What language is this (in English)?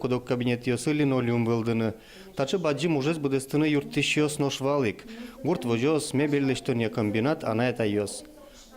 Udmurt